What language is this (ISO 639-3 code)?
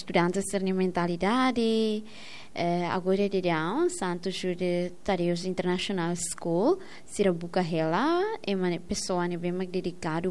tet